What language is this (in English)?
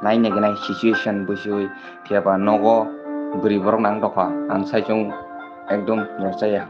Kok Borok